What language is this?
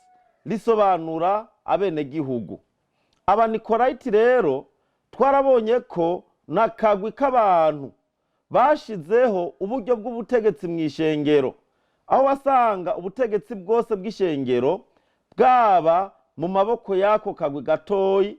Rundi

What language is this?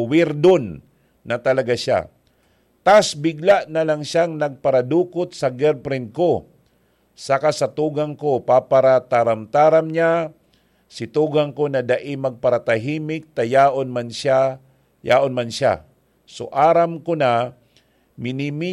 Bikol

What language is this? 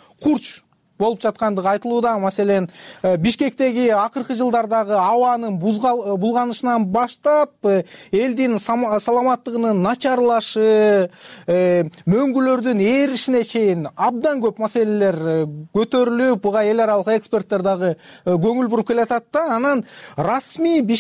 Kyrgyz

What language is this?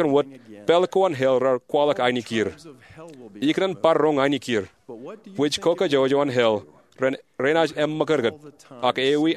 Marshallese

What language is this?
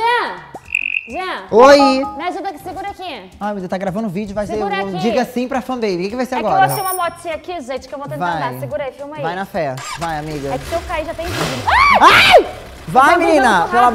Portuguese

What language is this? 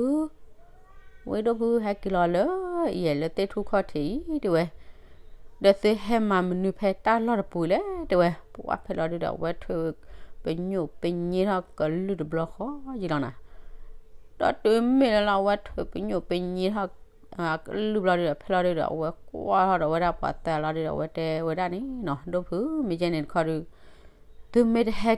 S'gaw Karen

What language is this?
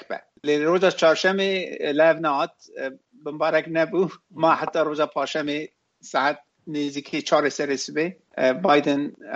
Kurdish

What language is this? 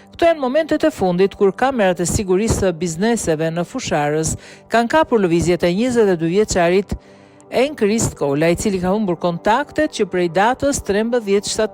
Albanian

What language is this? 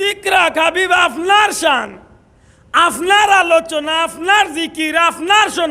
Sylheti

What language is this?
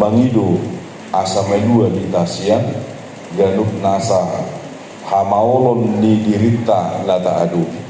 Batak Toba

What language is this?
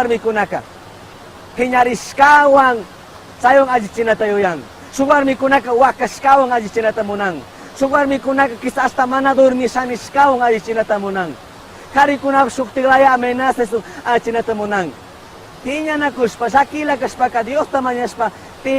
Chimborazo Highland Quichua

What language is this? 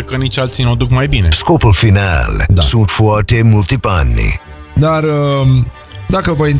Romanian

